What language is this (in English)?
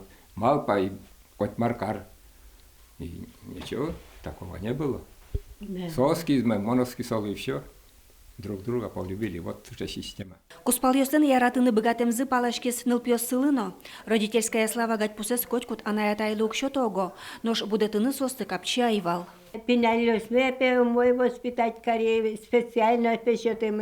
Udmurt